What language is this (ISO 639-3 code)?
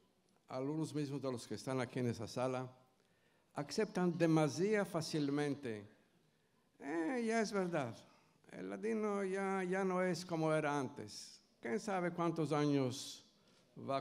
lad